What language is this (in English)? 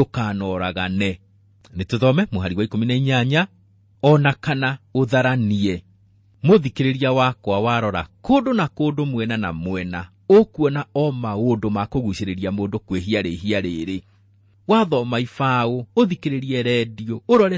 Kikuyu